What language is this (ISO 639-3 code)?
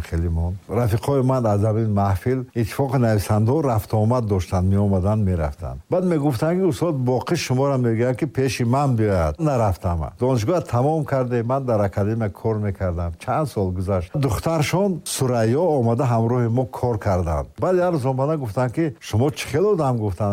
tgk